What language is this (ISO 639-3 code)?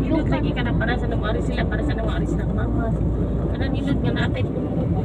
ceb